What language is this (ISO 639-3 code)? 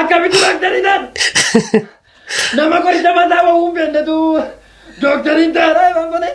orm